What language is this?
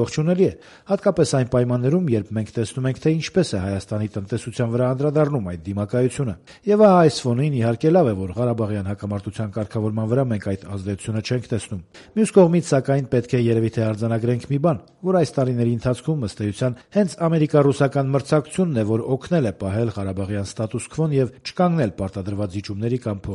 Armenian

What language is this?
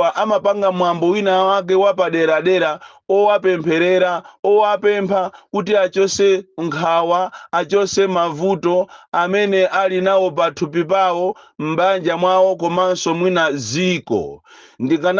Nyanja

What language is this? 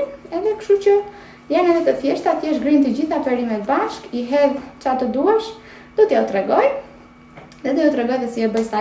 Albanian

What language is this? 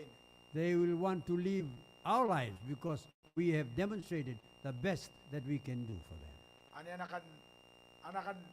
Gilbertese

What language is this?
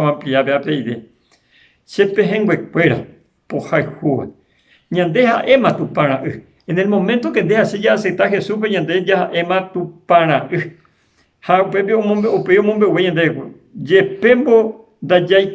Guarani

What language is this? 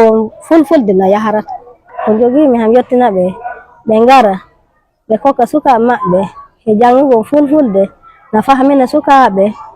Fula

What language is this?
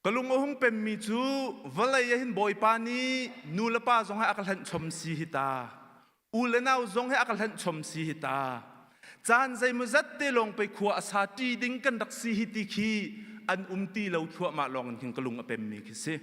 Hakha Chin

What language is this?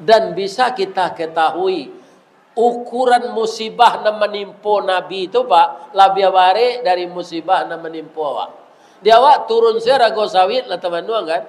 Minangkabau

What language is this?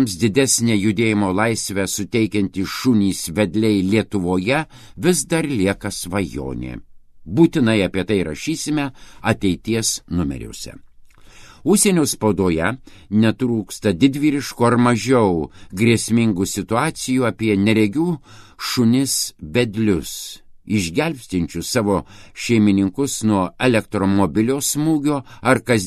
Lithuanian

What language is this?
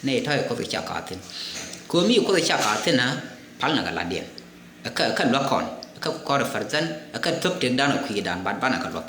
Nuer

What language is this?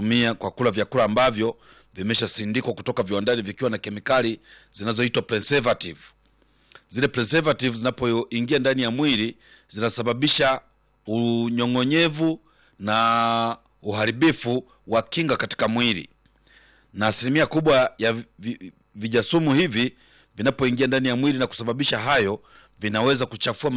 Swahili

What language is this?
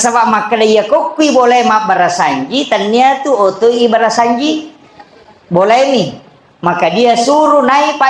Buginese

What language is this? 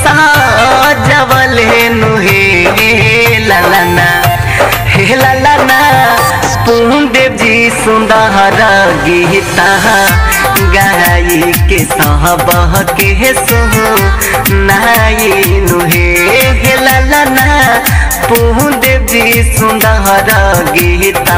Bhojpuri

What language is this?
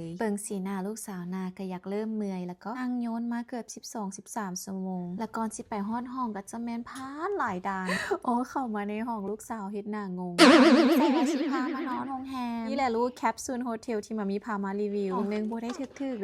Lao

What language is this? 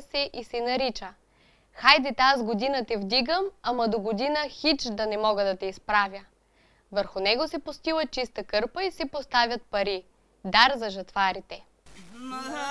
Bulgarian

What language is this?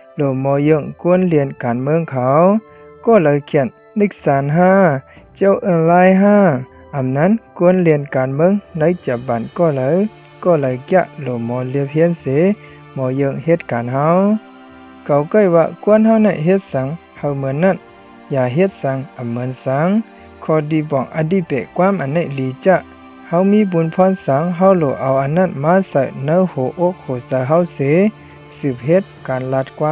Shan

